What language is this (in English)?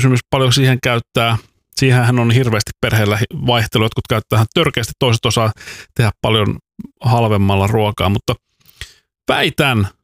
Finnish